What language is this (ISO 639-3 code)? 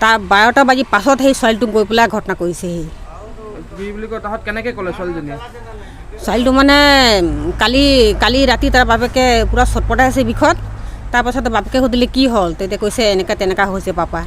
mjw